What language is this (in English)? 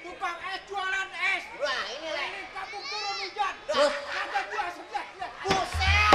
Betawi